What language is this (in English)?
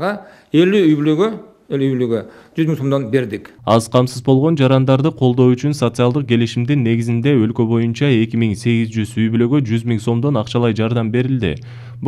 Kyrgyz